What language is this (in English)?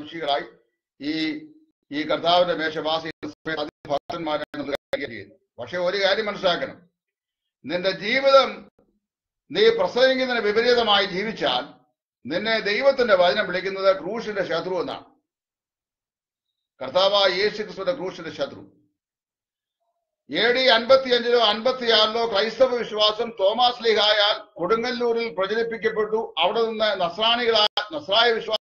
Malayalam